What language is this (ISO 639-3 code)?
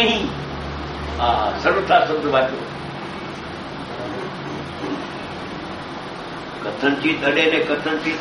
guj